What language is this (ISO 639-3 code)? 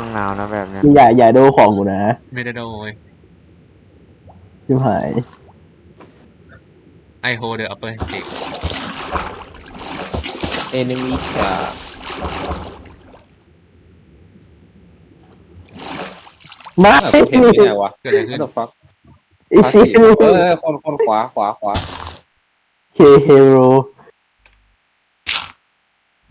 tha